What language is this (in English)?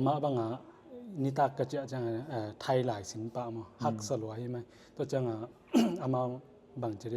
Tedim Chin